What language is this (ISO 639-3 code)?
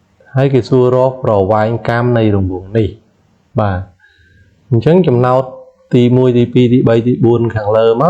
khm